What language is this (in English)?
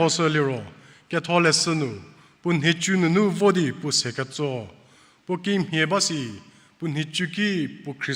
Angami Naga